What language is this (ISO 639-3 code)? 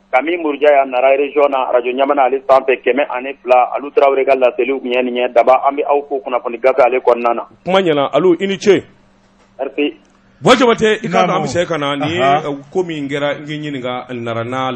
bam